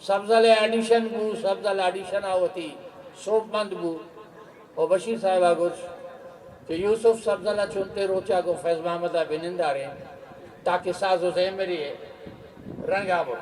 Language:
Eastern Balochi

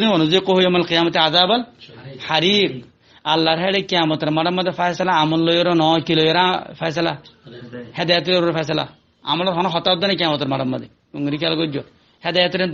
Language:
Rohingya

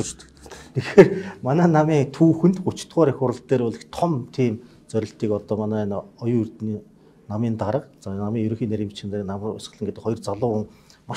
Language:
Mongolian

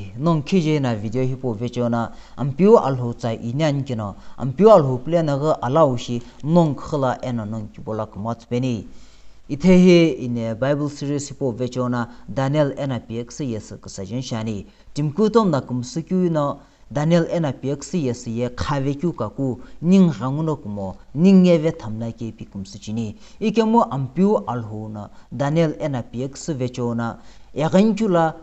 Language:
Sumi Naga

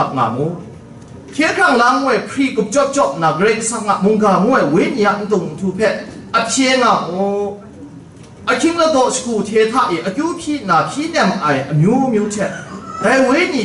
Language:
Kachin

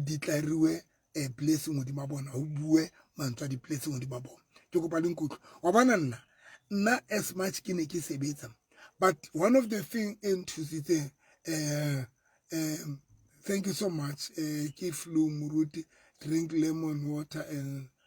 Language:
Southern Sotho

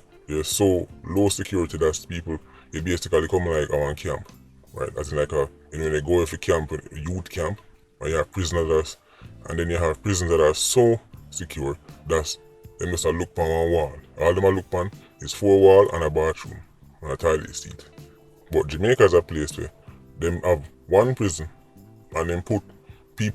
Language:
Jamaican Creole English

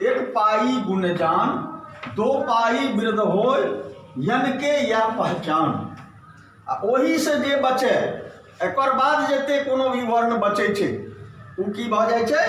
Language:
Maithili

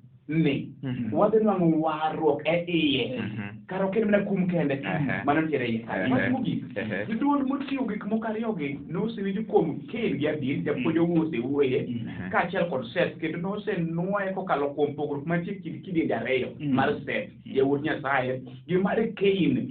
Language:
Luo (Kenya and Tanzania)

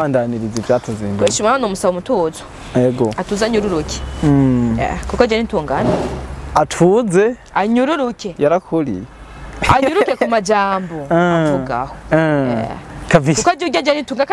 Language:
Rundi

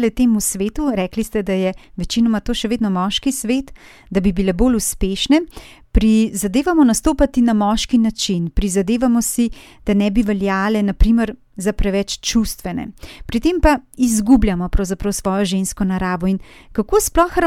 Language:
Slovenian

